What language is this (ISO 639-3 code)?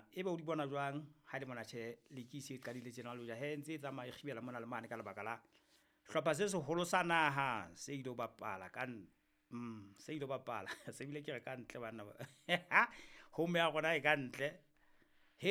sot